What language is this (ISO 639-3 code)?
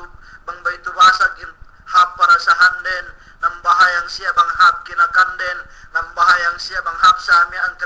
yka